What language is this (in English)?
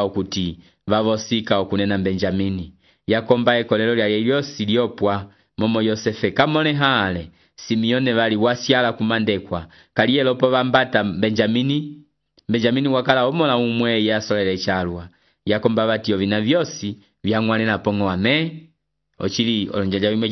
Umbundu